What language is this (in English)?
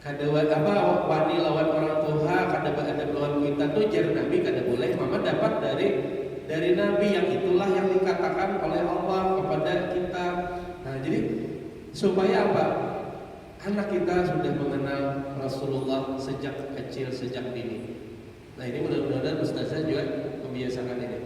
Banjar